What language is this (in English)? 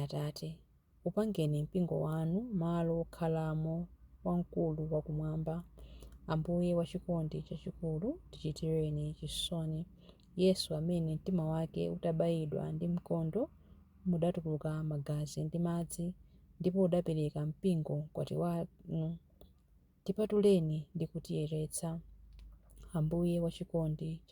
Nyanja